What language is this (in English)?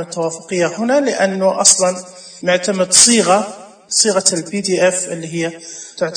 Najdi Arabic